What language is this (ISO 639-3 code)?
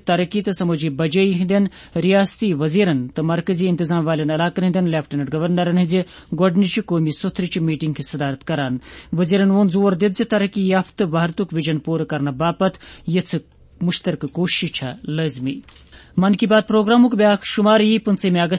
kas